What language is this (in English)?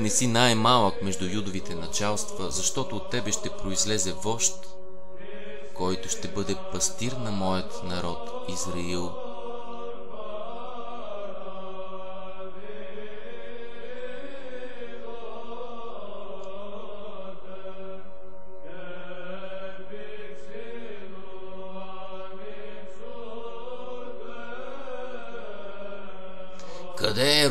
Bulgarian